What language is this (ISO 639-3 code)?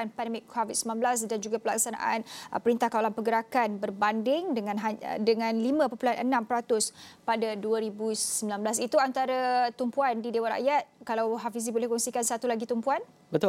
msa